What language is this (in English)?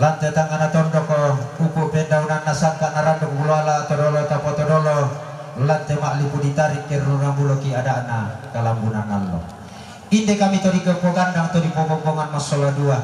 Toraja-Sa'dan